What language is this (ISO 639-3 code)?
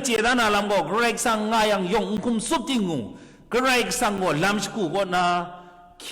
kac